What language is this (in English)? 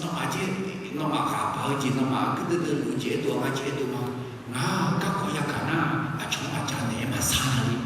Akha